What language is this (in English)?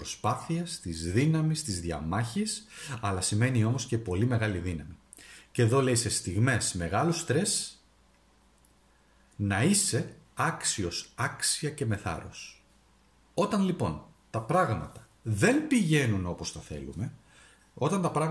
Greek